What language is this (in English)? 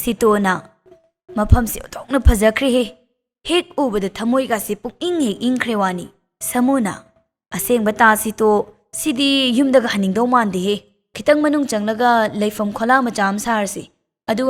Manipuri